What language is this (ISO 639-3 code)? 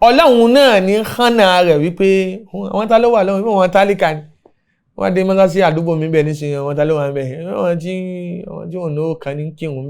yor